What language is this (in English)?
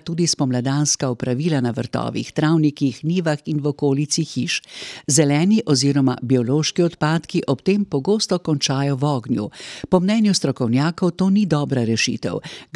Slovenian